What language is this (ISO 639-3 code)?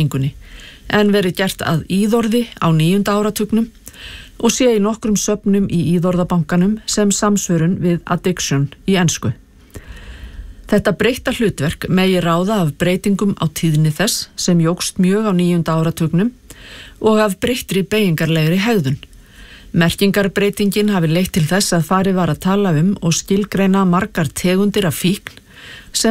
isl